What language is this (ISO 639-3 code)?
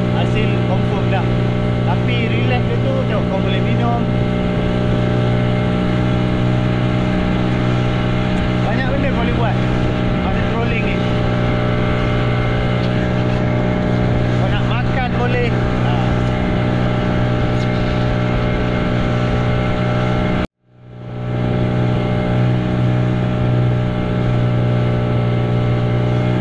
msa